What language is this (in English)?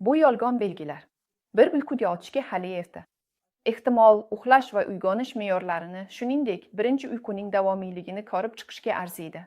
Uzbek